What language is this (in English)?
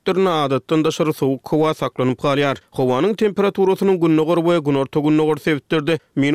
Turkmen